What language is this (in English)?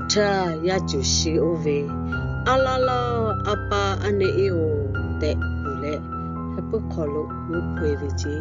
Lahu